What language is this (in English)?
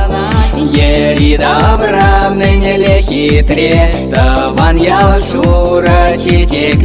Chuvash